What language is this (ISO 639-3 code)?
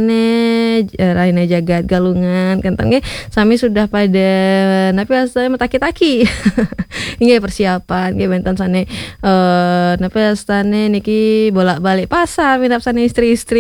ban